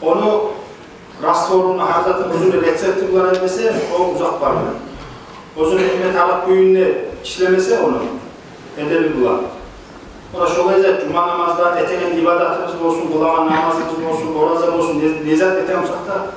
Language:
Kumyk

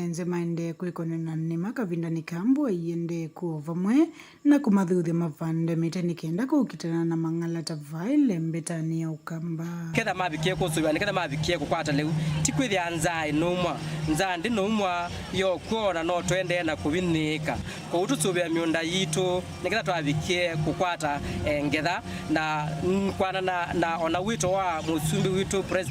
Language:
Kamba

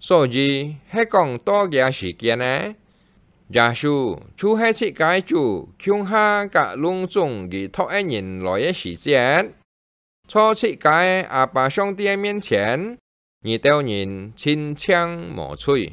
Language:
Hakka Chinese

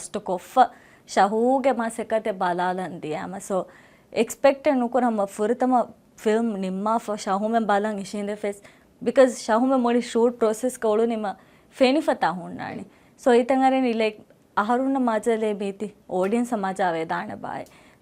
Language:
Divehi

